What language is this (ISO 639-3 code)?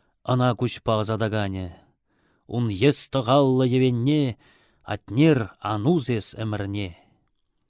chv